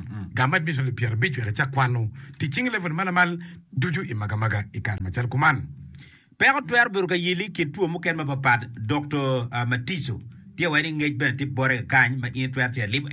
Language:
Acoli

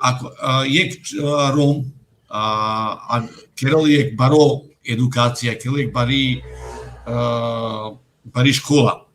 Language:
Romany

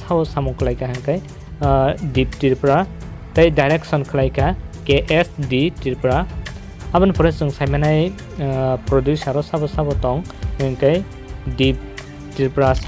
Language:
Kok Borok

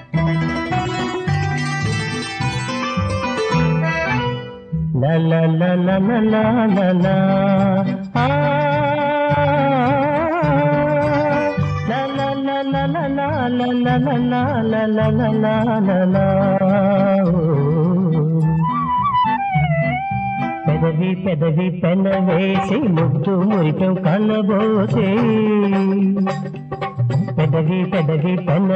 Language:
Telugu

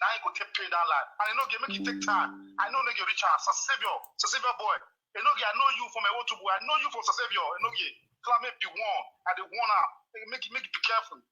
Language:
Nigerian Pidgin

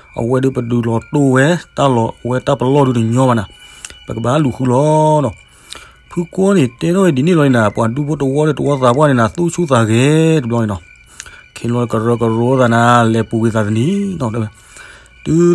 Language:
S'gaw Karen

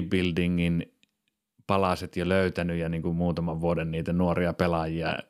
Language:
Finnish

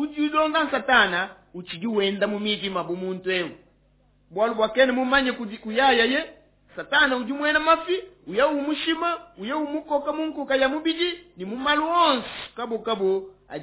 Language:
Luba-Lulua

